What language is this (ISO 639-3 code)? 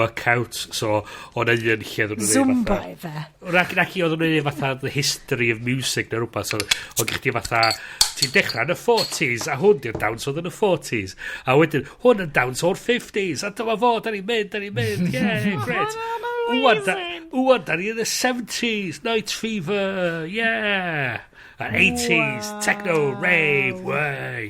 cym